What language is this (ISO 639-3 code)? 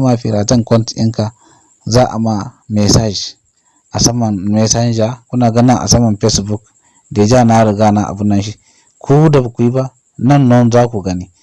hau